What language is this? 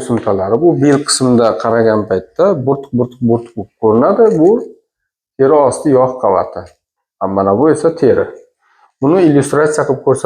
Uzbek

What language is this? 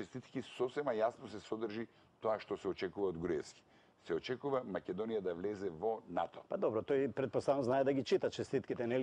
Macedonian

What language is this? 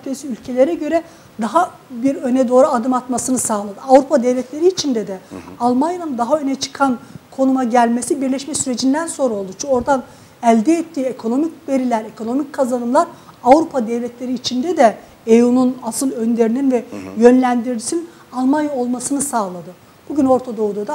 Turkish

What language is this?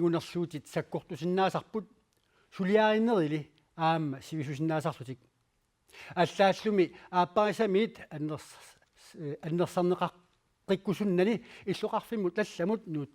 Kalaallisut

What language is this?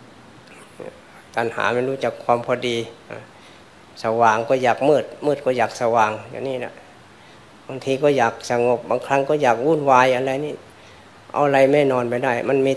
Thai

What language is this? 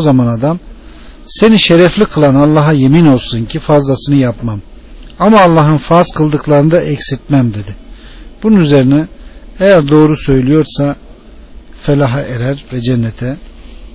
Turkish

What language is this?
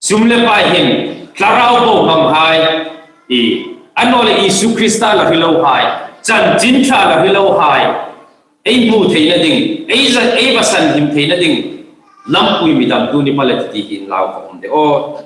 Hmar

